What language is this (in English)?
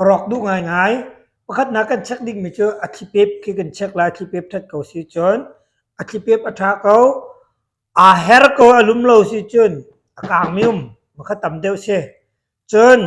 Hakha Chin